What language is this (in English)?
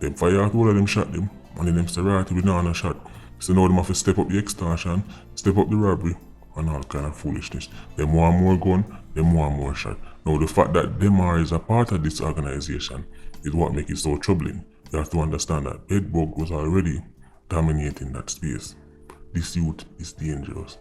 Jamaican Creole English